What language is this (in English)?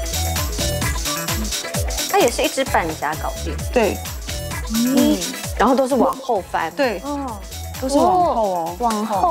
Chinese